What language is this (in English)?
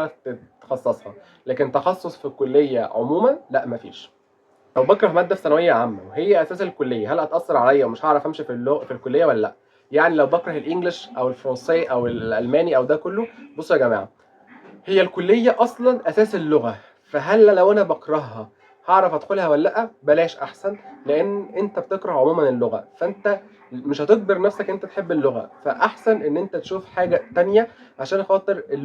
Egyptian Arabic